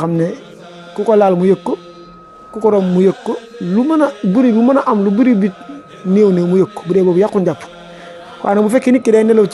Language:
Wolof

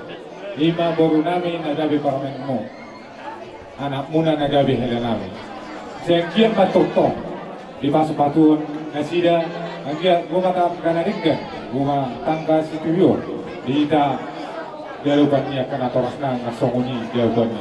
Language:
Batak Toba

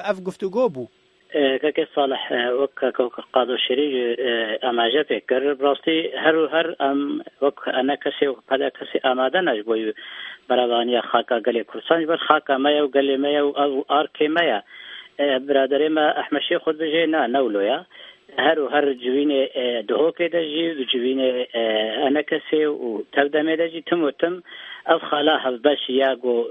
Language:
Kurdish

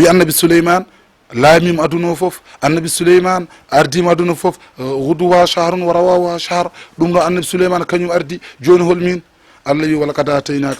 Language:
Fula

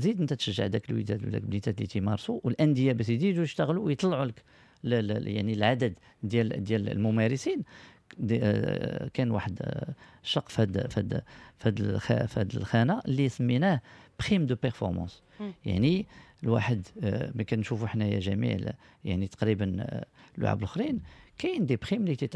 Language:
Moroccan Arabic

